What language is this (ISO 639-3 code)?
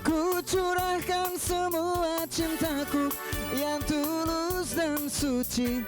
tet